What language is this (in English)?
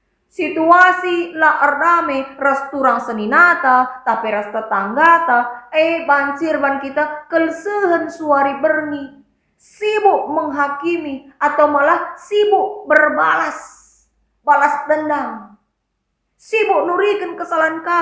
Batak Karo